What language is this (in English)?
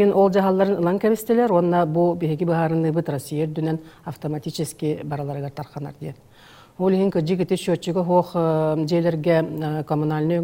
Yakut